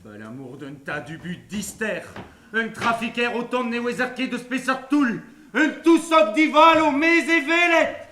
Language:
Breton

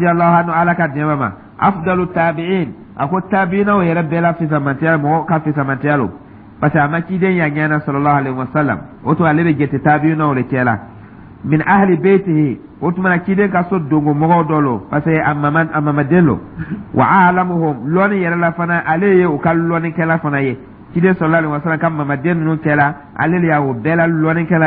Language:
Dyula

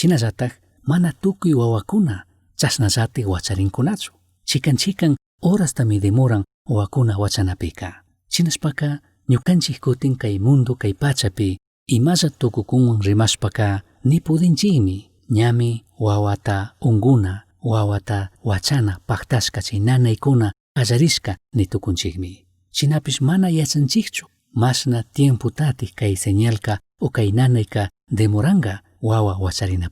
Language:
Chimborazo Highland Quichua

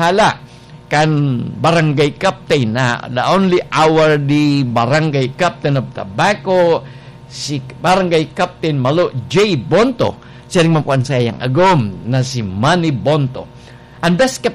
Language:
Bikol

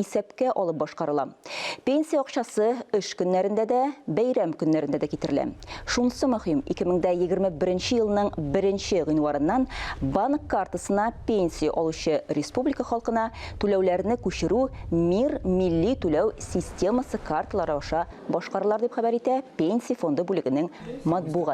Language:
Tatar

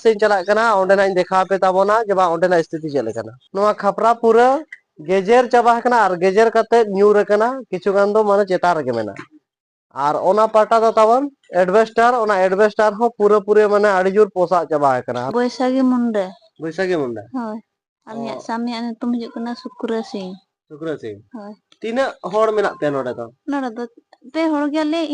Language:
Santali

